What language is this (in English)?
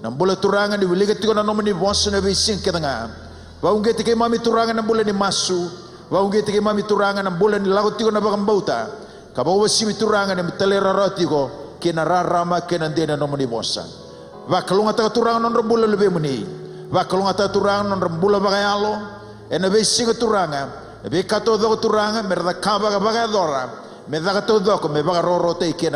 Fijian